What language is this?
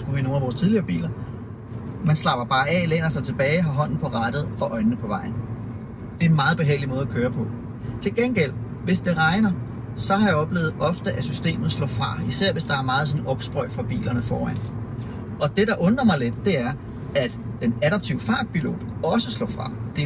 Danish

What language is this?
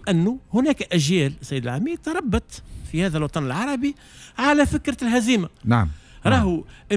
Tunisian Arabic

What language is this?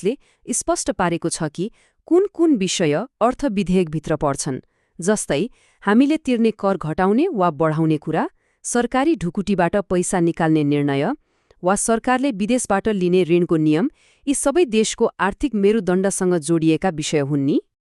Nepali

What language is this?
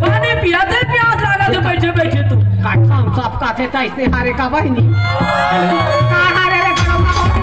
Chhattisgarhi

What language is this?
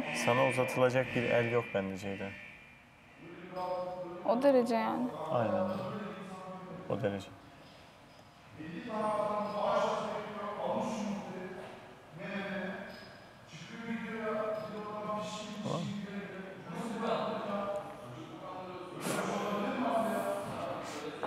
Turkish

